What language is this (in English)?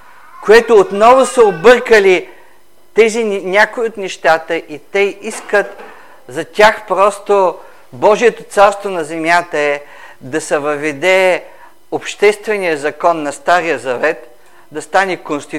Bulgarian